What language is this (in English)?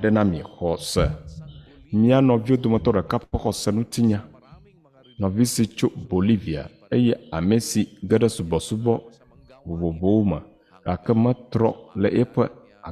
Ewe